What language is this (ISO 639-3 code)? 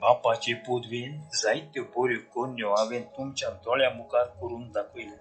kok